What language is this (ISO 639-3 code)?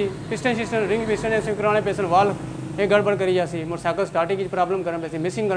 phr